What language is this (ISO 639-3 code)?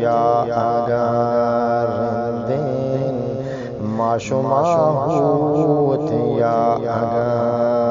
bgp